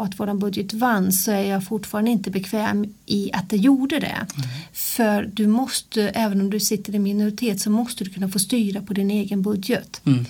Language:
Swedish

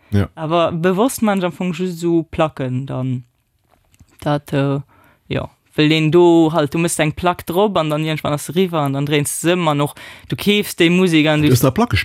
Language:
Luxembourgish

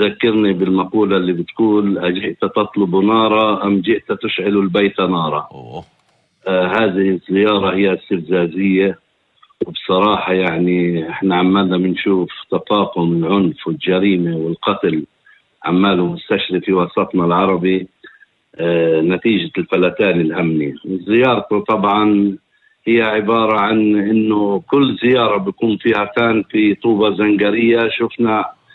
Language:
North Levantine Arabic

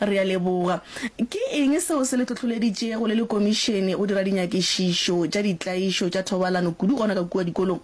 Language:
Northern Sotho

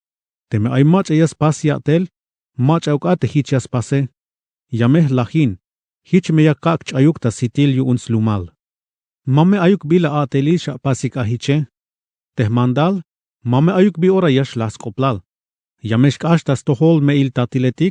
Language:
Tzeltal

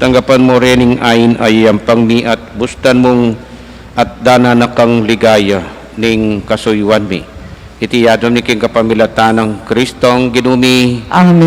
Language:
Pampanga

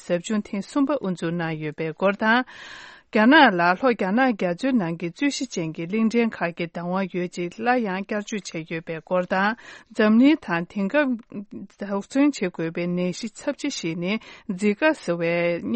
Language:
Tibetan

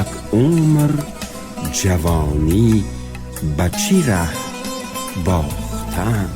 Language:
Tajik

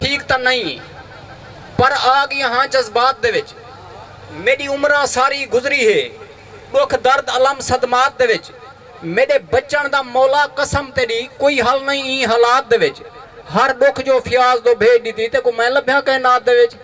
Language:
Saraiki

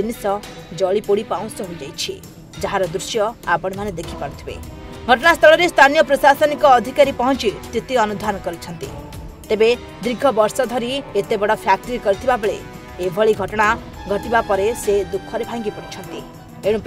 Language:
Odia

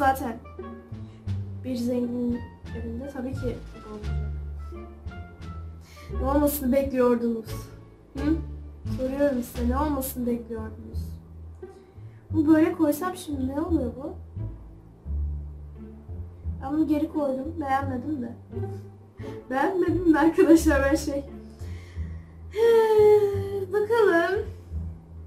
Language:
Turkish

